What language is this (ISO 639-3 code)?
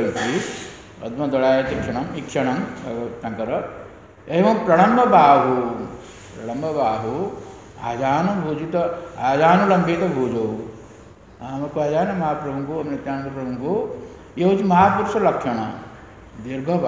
ori